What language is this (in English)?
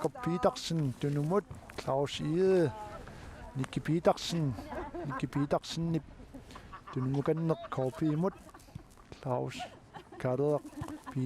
Kalaallisut